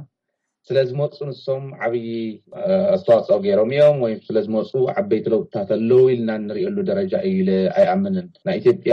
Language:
Tigrinya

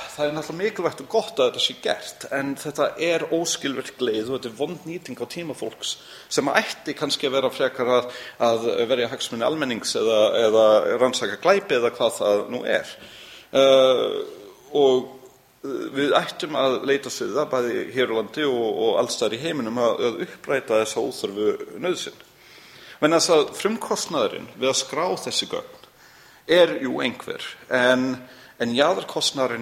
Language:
Icelandic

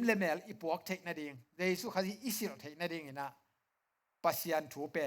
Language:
Tedim Chin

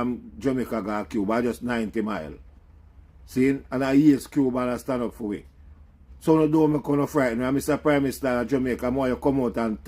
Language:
Jamaican Creole English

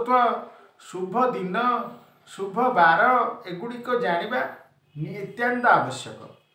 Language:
Odia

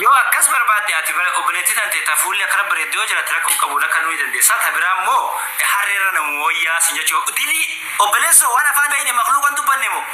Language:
Oromo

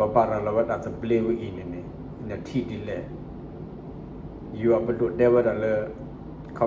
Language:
S'gaw Karen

